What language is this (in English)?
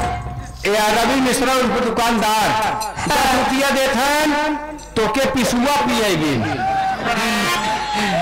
Bhojpuri